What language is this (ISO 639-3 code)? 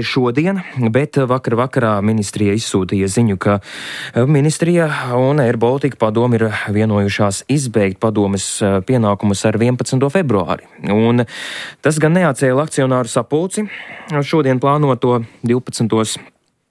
lav